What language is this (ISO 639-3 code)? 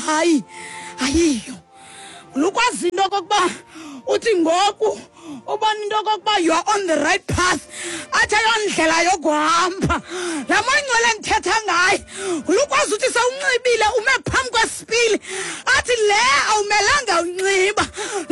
xho